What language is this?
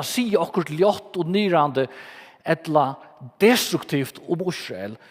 Faroese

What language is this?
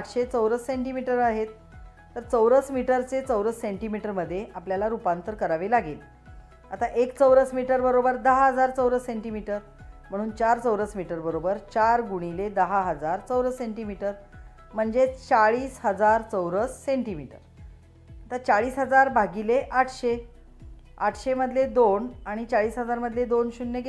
Marathi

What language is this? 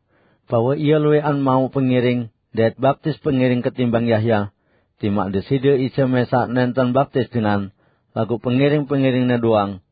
Sasak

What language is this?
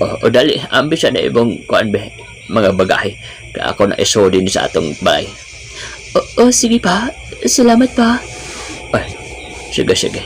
Cebuano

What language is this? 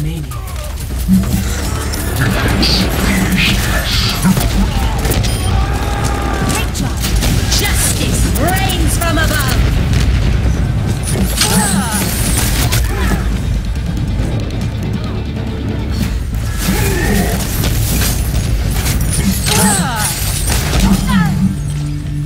English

